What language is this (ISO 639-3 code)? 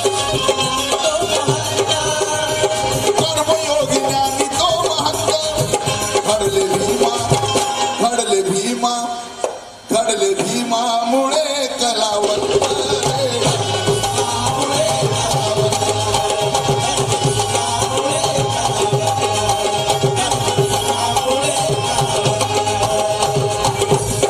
mar